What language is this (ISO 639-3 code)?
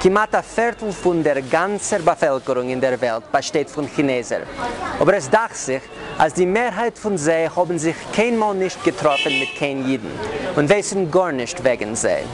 yid